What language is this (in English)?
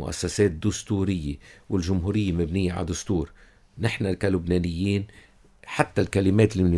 North Levantine Arabic